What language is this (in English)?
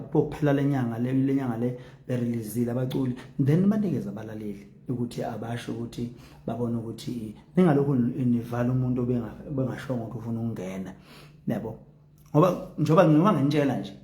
Zulu